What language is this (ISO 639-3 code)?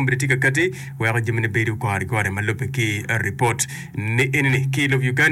ach